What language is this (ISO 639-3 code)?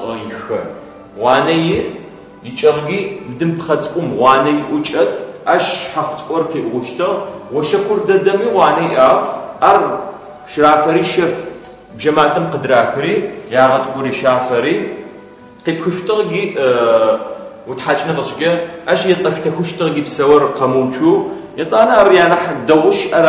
ady